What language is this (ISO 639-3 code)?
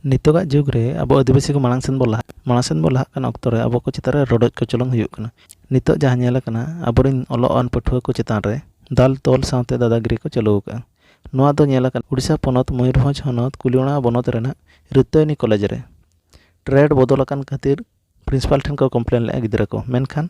sat